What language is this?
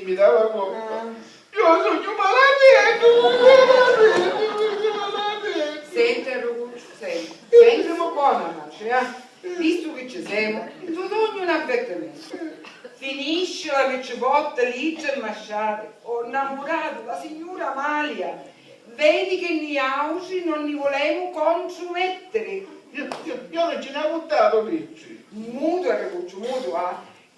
Sicilian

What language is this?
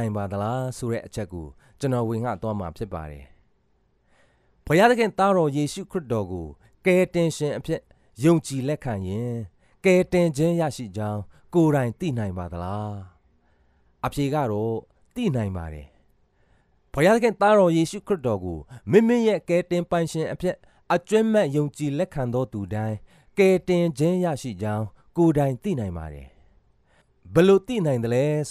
Burmese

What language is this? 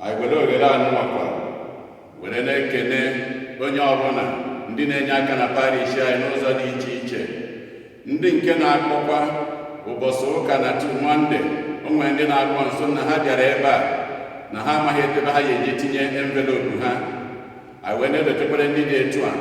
Igbo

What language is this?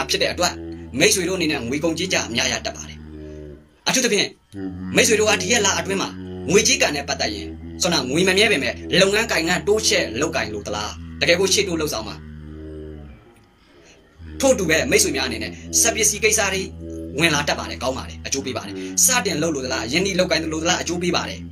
Burmese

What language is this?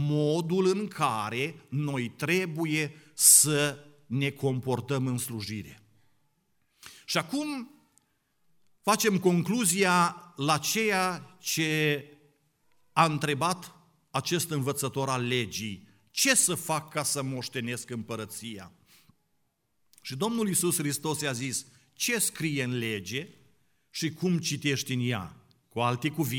Romanian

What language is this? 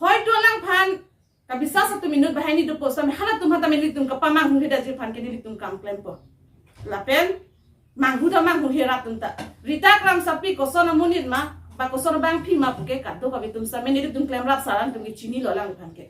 Karbi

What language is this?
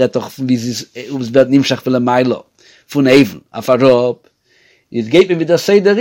Yiddish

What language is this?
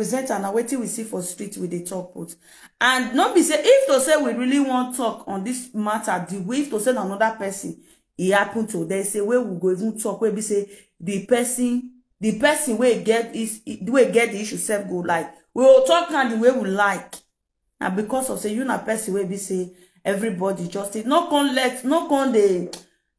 Nigerian Pidgin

